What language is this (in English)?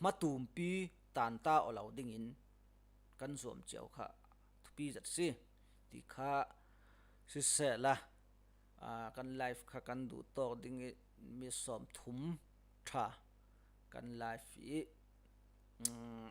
Falam Chin